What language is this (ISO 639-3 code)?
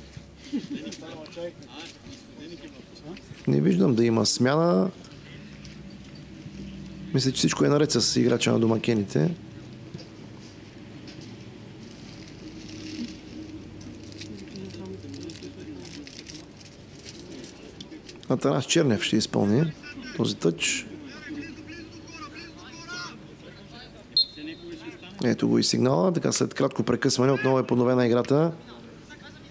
bul